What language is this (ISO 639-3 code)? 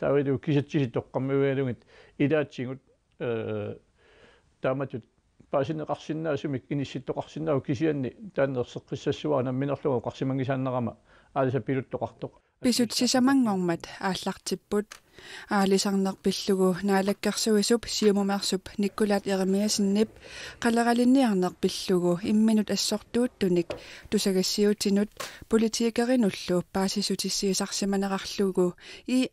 kal